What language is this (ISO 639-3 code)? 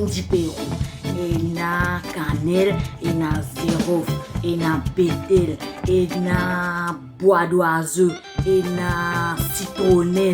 mfe